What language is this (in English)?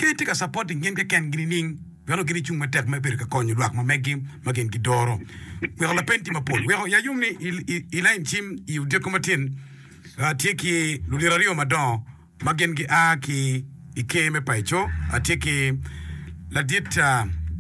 Acoli